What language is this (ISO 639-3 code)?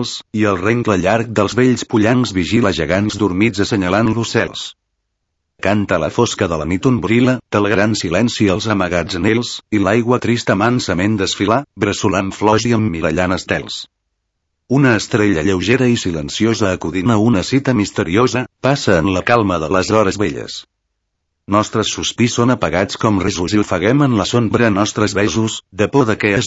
cat